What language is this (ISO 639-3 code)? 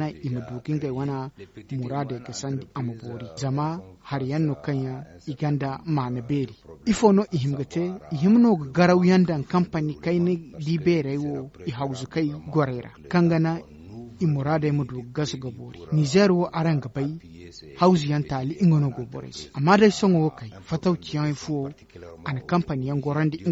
dje